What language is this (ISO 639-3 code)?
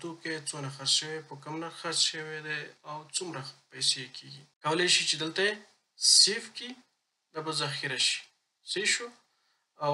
pus